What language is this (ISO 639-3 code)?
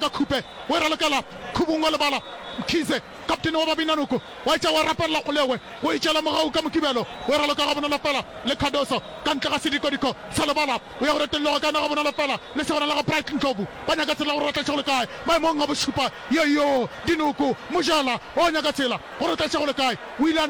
nso